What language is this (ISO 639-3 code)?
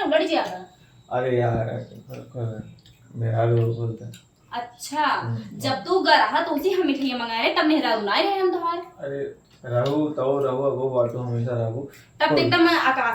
awa